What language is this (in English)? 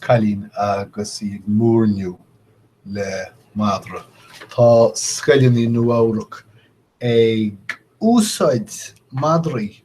Irish